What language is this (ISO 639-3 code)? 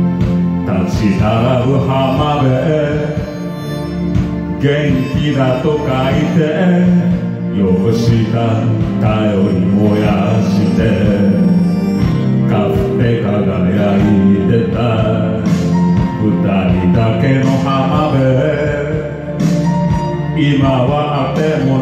jpn